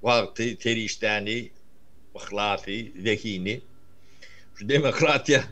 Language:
Turkmen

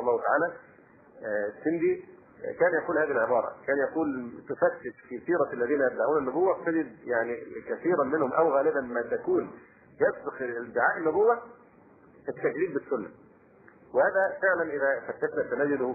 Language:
Arabic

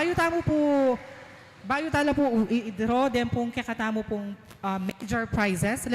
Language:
Pampanga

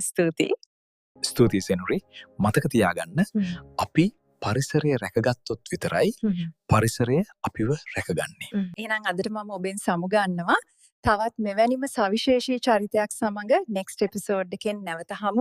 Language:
Sinhala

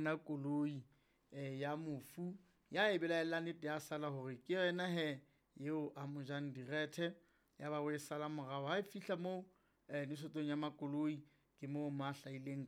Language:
Southern Sotho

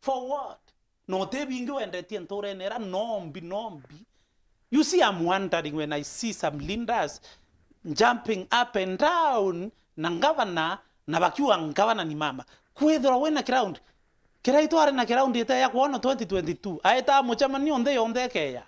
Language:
Meru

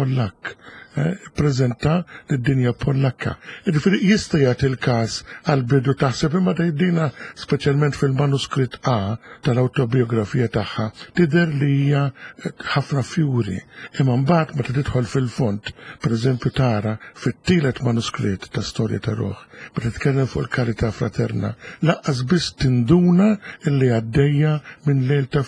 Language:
Maltese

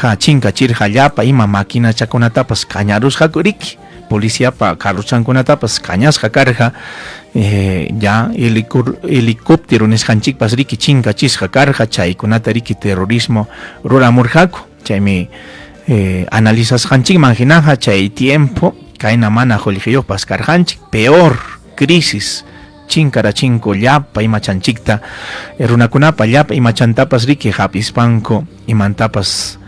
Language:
Ayacucho Quechua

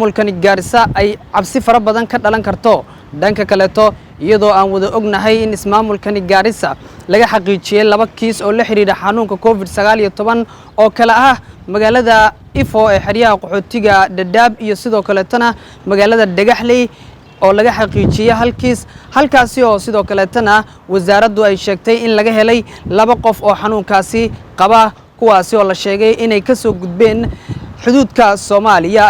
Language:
Somali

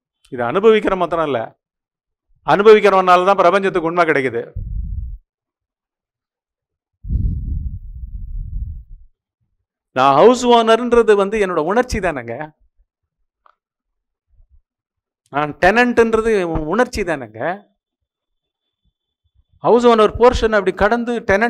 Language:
Tamil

